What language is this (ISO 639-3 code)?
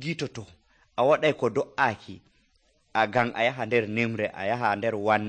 fuv